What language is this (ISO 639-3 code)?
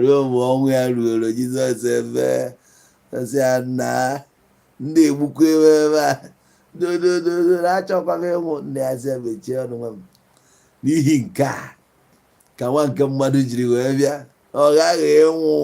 ibo